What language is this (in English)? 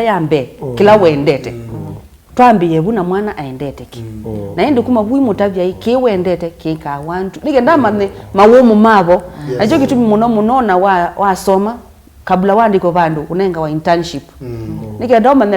Kamba